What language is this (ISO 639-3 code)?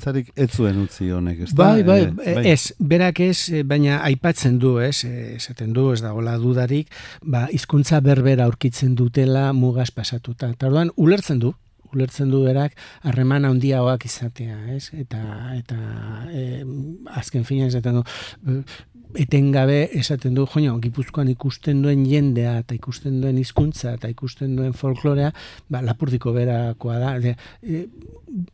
eus